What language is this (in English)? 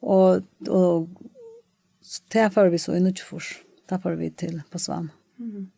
Faroese